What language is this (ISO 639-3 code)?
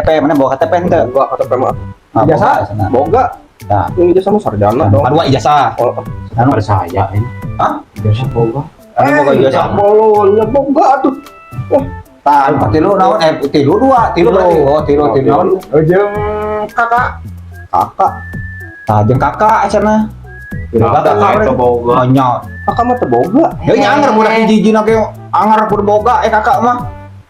sun